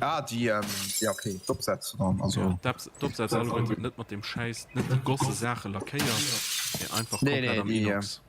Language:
Luxembourgish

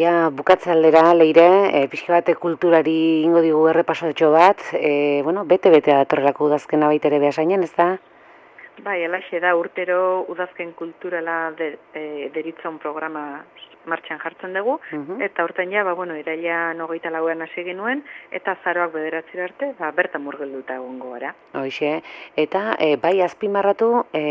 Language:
Basque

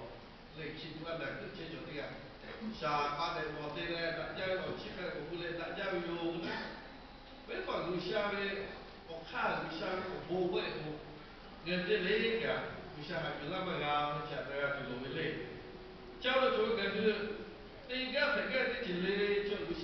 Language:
Lahu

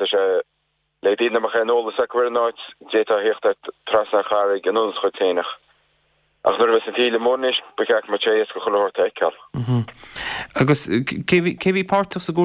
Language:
Irish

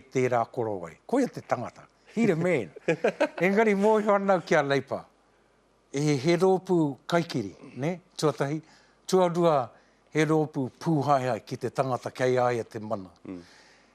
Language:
Māori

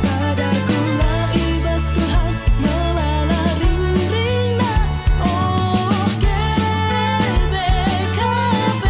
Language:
Batak Karo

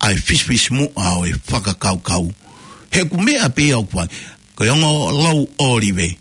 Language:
Tongan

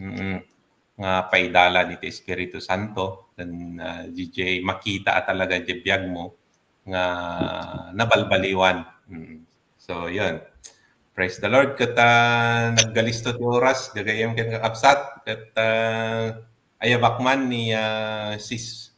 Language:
Iloko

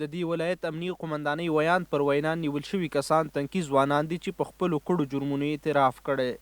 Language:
Pashto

